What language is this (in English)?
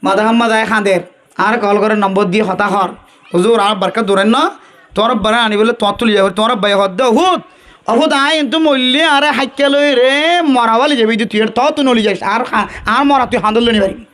Rohingya